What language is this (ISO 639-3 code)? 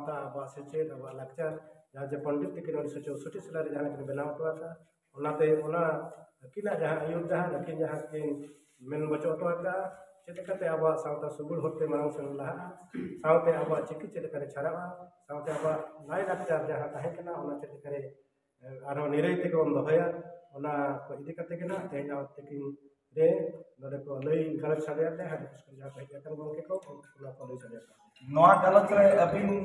sat